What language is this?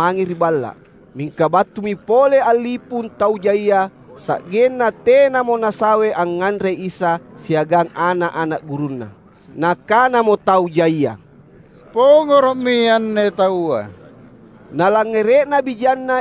Makasar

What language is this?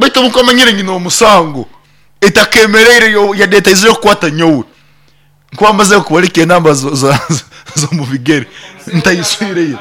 Nyankole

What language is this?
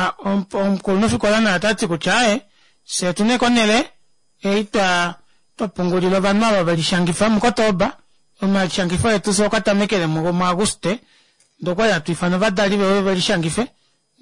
Kuanyama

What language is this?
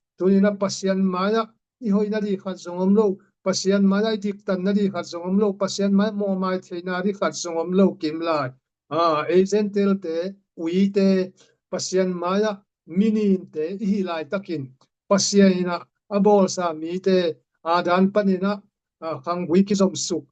Tedim Chin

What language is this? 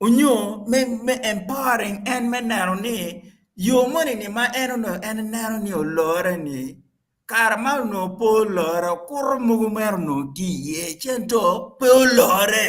Acoli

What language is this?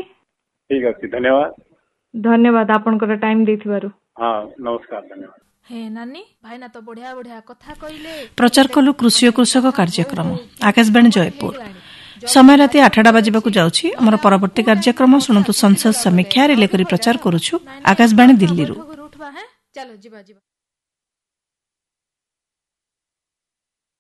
Odia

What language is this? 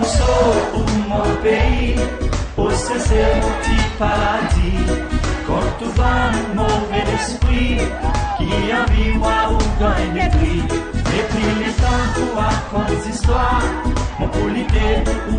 Seselwa Creole French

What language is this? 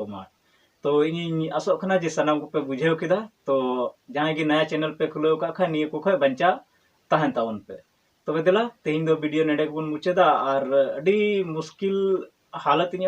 Santali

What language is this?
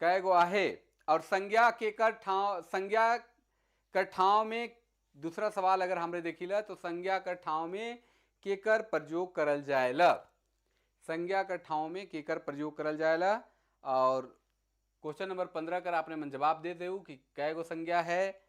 Sadri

